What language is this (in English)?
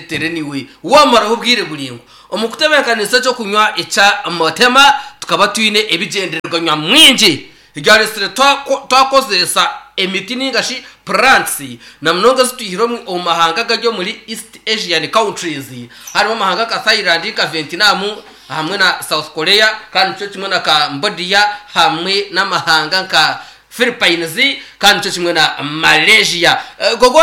Nyankole